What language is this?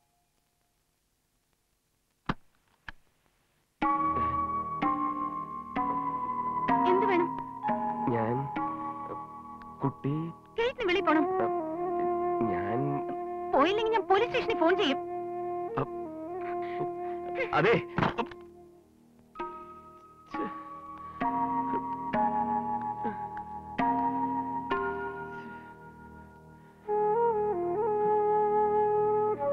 Malayalam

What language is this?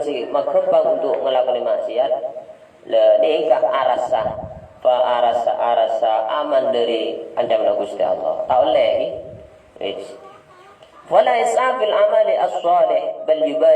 Madurese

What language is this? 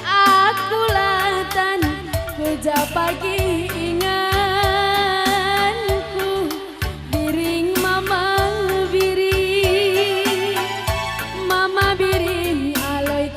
Batak Karo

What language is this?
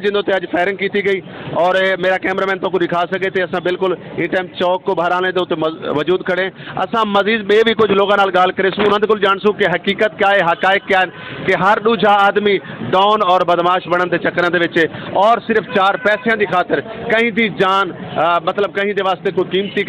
Saraiki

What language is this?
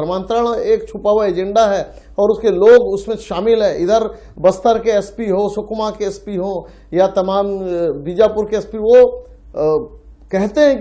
Hindi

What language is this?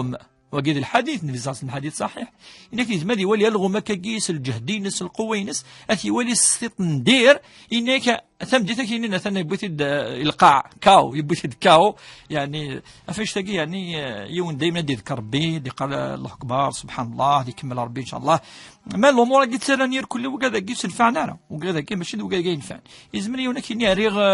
Kabyle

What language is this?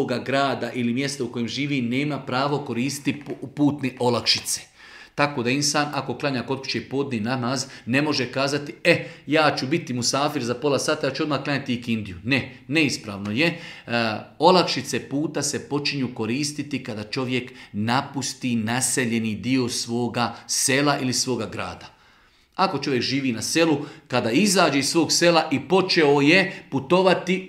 Bosnian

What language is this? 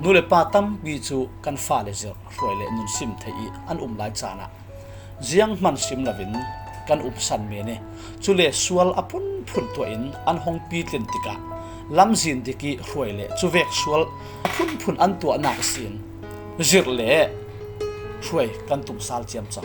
Falam Chin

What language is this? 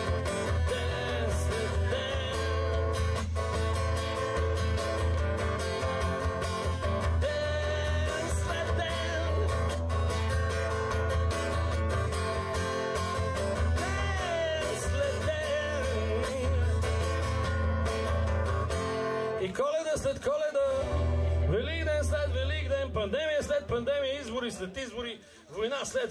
Bulgarian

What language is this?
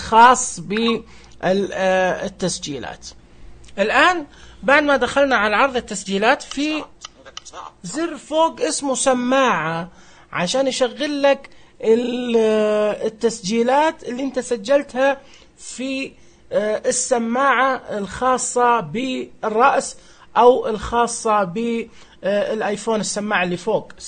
Najdi Arabic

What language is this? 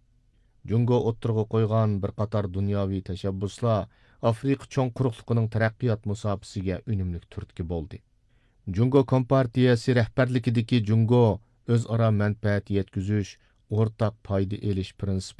Uyghur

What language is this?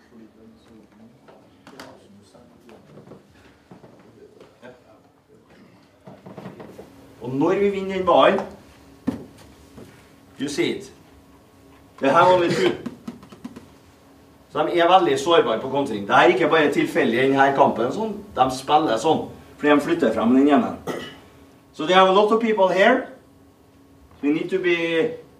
Norwegian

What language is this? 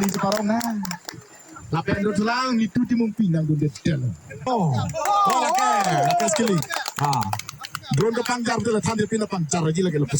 Karbi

